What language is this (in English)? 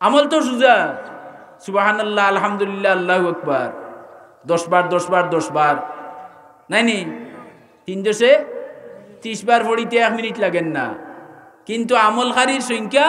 Sylheti